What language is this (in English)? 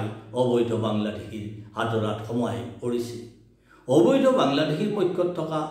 Assamese